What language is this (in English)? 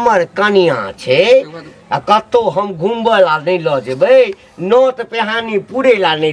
Maithili